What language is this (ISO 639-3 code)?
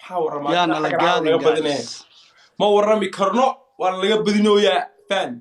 som